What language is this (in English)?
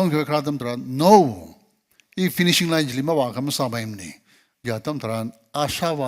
Tangkhul Naga (India)